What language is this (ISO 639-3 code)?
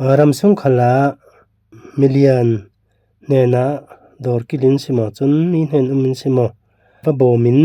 cfm